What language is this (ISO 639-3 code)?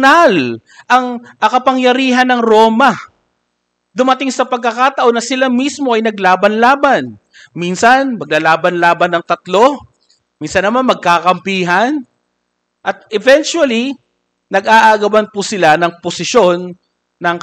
fil